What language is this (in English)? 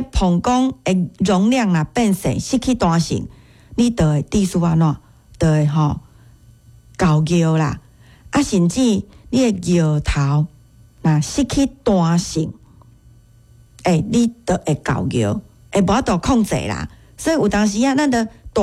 Min Nan Chinese